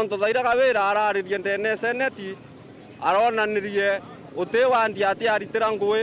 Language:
Meru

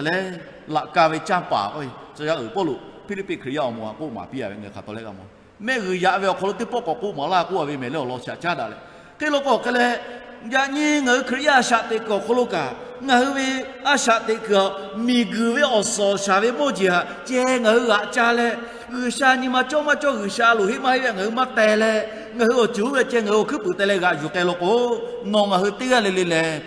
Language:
Lahu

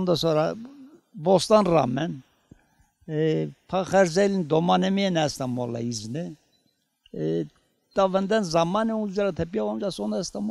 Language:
Zaza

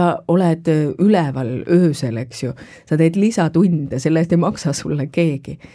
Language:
Estonian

